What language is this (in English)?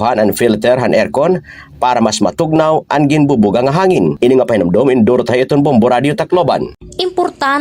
Waray